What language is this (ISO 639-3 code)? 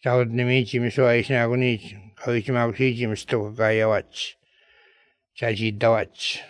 lav